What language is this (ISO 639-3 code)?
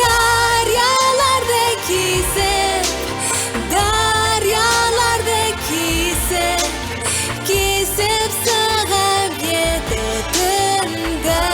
bak